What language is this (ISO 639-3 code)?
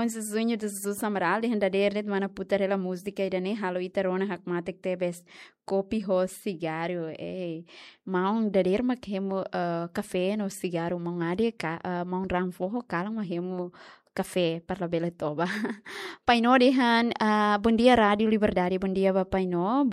tet